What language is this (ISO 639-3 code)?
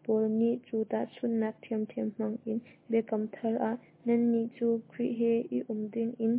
cnh